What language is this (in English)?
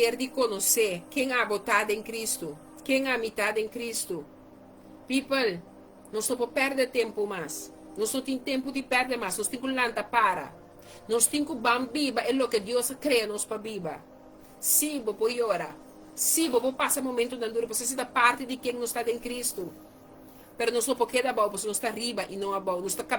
Papiamento